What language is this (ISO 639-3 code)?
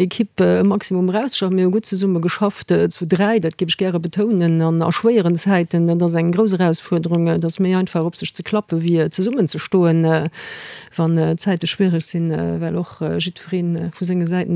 ltz